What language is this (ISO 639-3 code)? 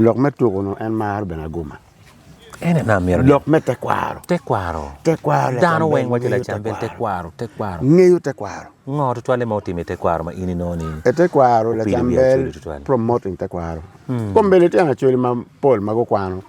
ach